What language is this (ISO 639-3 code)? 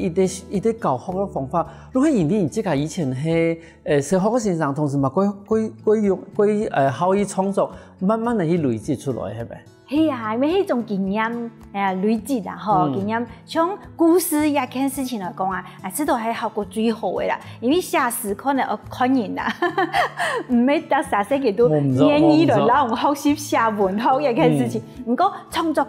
hak